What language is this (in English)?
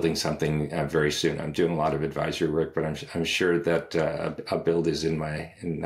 English